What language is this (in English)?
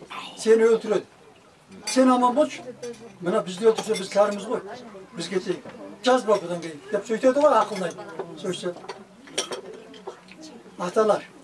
Kazakh